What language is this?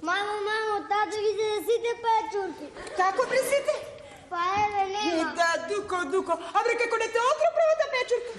Macedonian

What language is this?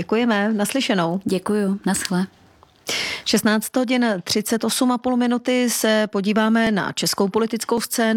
Czech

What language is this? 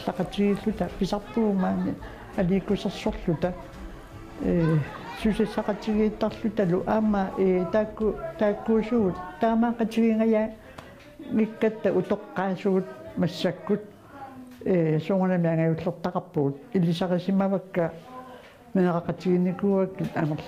Kalaallisut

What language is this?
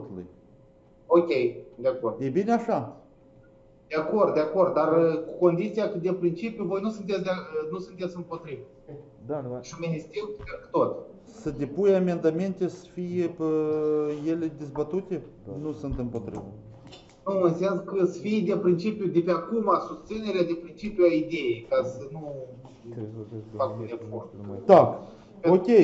Romanian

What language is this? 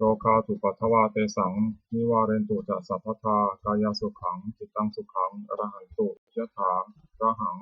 Pali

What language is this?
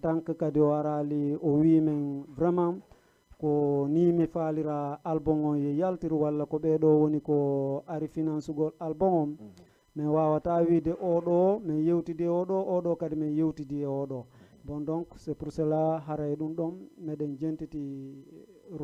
Fula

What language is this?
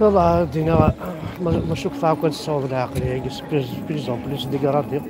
Kabyle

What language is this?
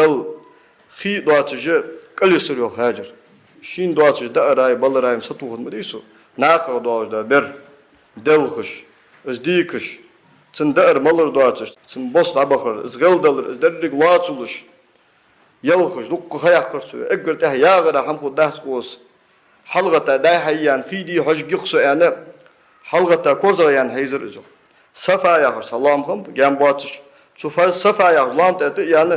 Ingush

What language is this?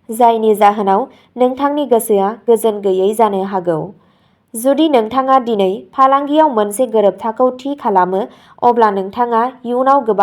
Bodo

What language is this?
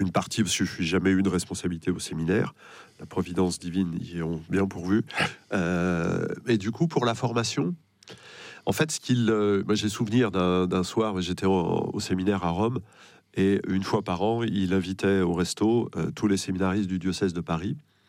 French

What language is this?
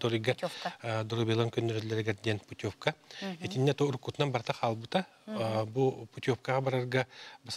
Yakut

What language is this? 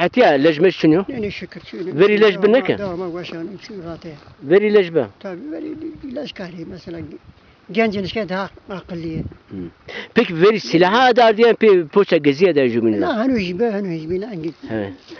Zaza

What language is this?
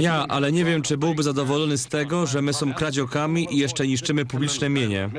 Silesian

